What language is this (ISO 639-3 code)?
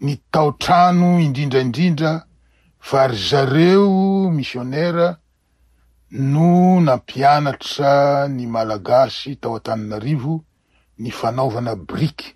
mlg